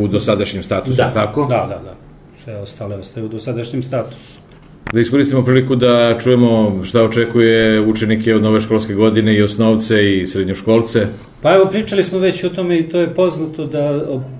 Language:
Serbian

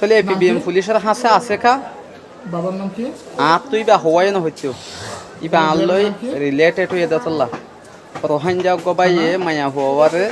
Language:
Rohingya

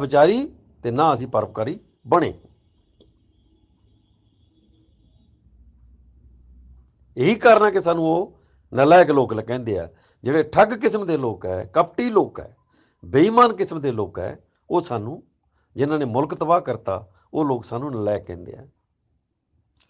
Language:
Punjabi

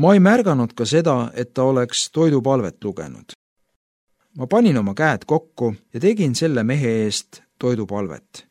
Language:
Estonian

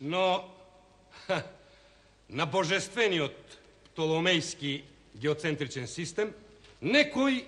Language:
Macedonian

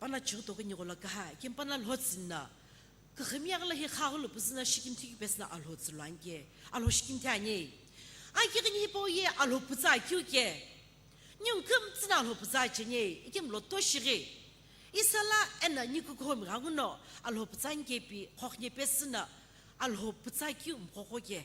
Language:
Sumi Naga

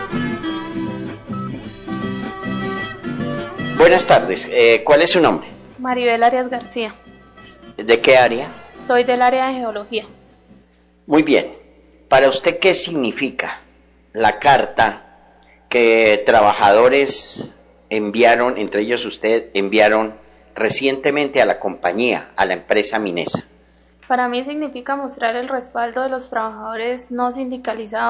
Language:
Spanish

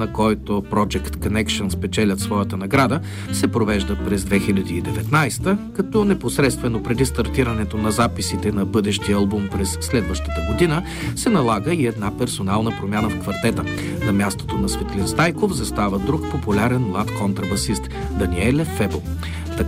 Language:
Bulgarian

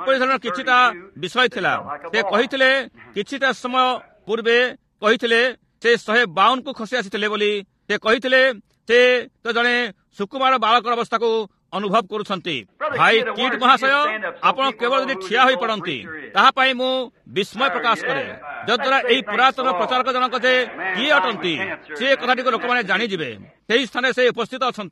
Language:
Odia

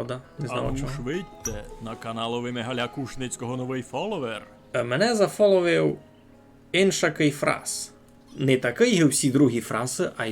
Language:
Rusyn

